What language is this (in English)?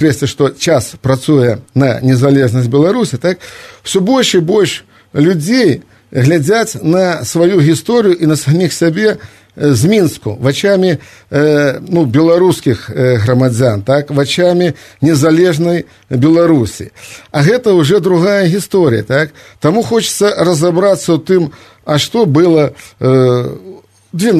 Belarusian